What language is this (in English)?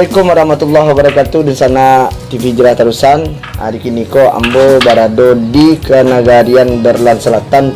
Minangkabau